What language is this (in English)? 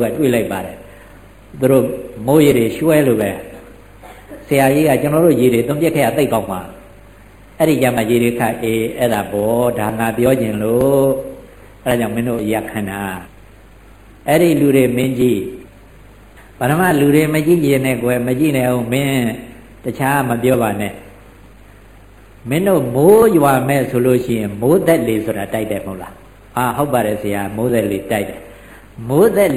Burmese